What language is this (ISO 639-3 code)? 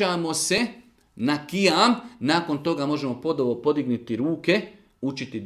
bos